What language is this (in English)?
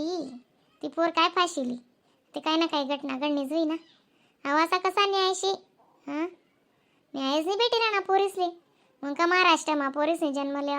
Khandesi